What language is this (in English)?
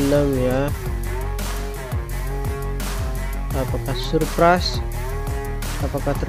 Indonesian